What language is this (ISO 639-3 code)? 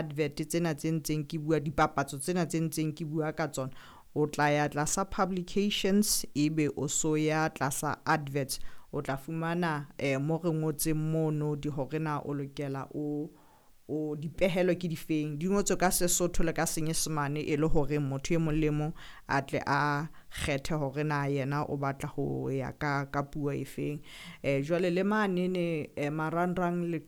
sot